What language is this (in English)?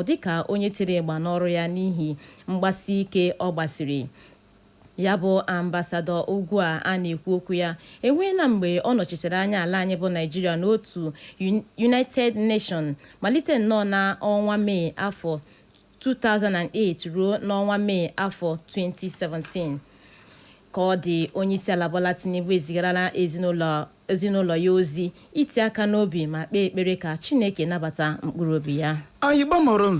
Igbo